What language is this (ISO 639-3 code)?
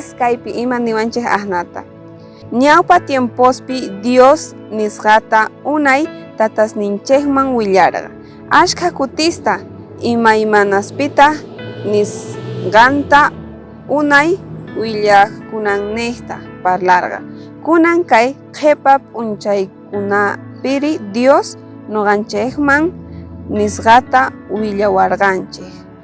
quh